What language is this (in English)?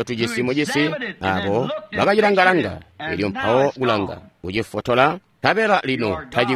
Tonga (Zambia)